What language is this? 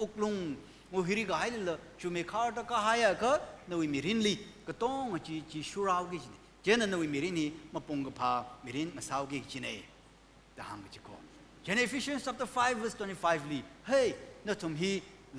Tangkhul Naga (India)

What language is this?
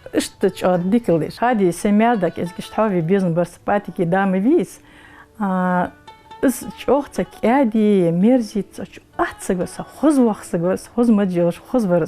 Ingush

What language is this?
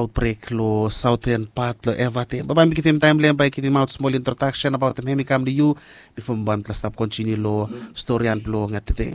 Bislama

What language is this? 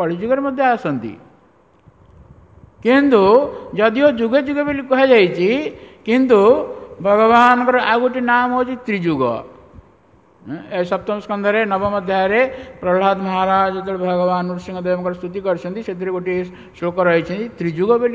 Odia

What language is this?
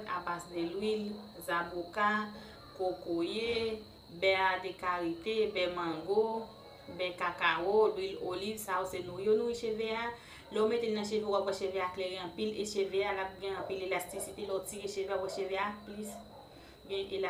Haitian Creole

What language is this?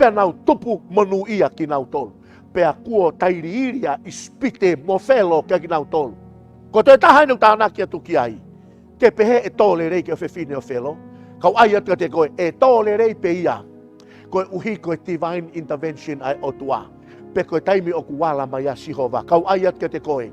Tongan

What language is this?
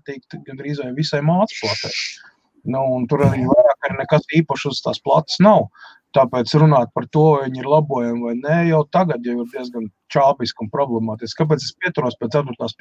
Latvian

